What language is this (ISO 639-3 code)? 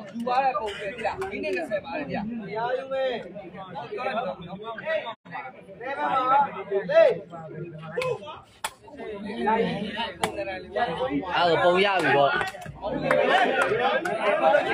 mya